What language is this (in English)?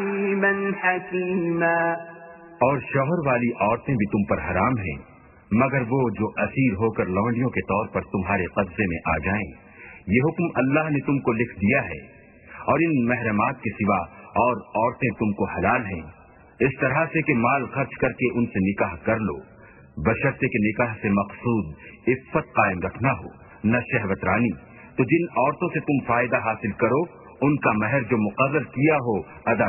Urdu